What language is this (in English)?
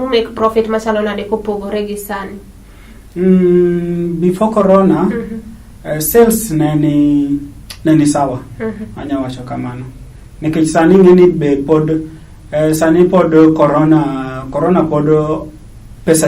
Luo (Kenya and Tanzania)